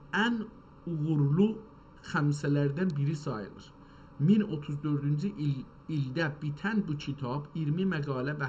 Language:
South Azerbaijani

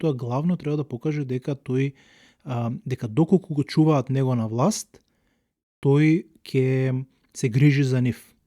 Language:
Macedonian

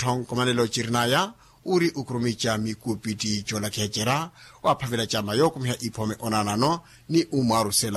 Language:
Makhuwa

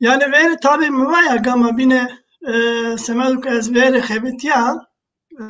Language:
Zaza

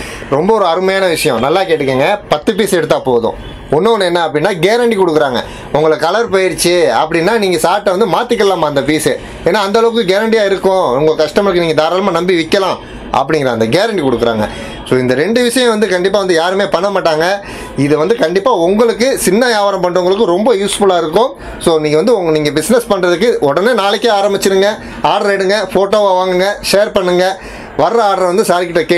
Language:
Tamil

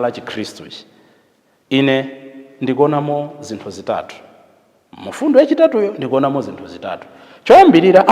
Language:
Nyanja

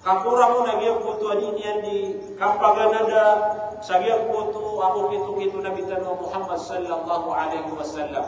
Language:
Maranao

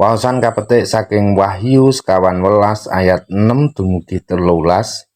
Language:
Javanese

